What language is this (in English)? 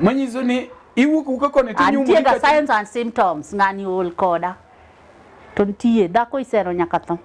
Luo (Kenya and Tanzania)